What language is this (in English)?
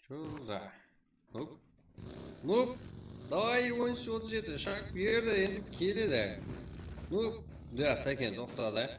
Kara-Kalpak